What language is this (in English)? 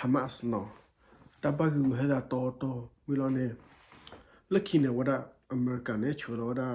S'gaw Karen